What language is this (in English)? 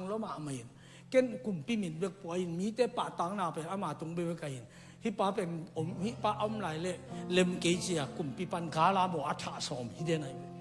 Tedim Chin